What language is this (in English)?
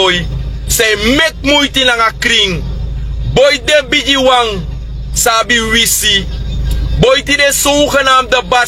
Sranan Tongo